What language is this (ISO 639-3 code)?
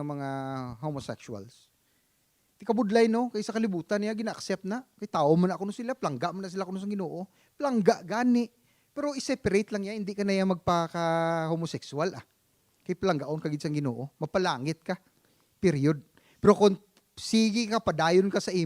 hil